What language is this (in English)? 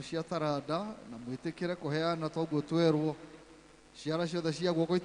Kikuyu